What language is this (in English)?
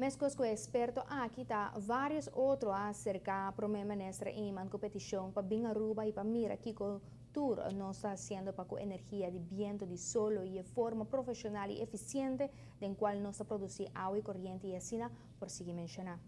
Papiamento